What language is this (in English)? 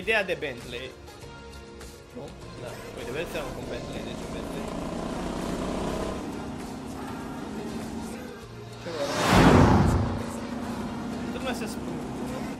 Romanian